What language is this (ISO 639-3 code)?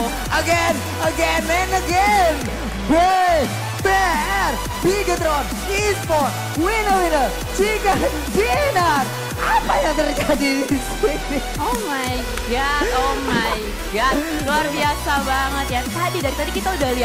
ind